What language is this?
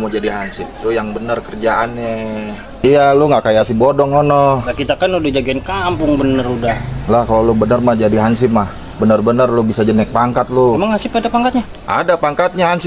Betawi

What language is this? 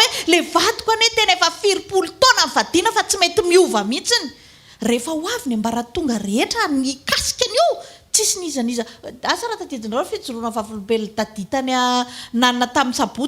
Malagasy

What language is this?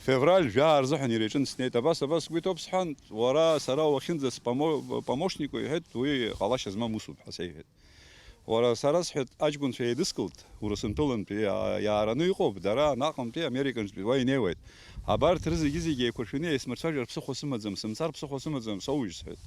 Abkhazian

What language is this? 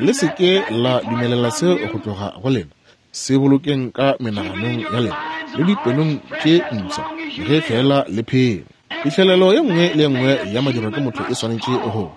Northern Sotho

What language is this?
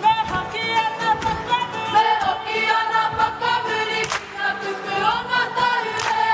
Māori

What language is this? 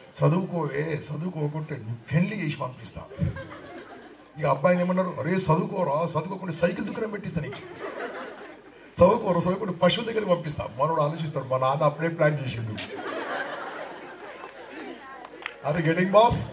Telugu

